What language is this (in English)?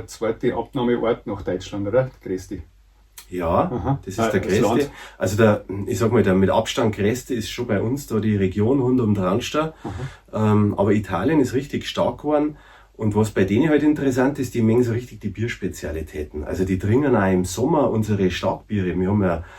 Bavarian